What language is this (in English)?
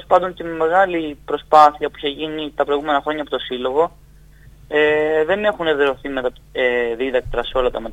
Greek